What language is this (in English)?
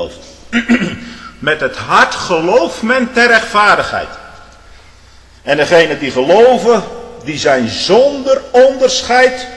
Dutch